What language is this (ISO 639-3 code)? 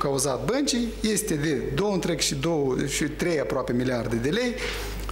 ron